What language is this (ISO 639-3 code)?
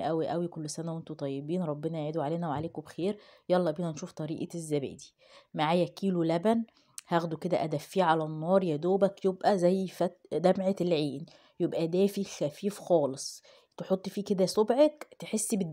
arz